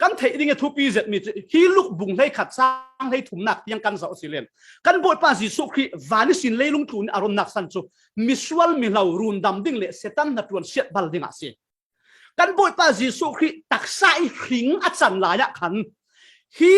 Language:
Falam Chin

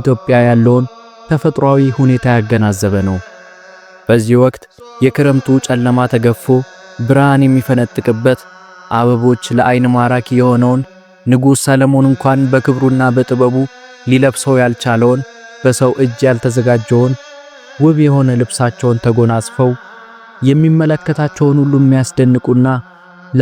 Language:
Amharic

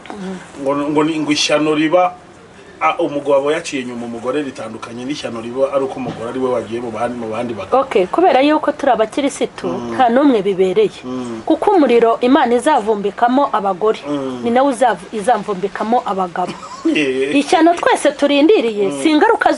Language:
Kinyarwanda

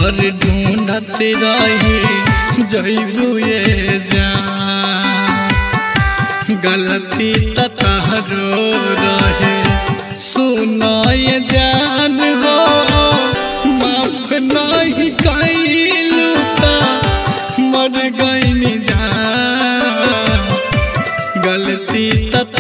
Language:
Bhojpuri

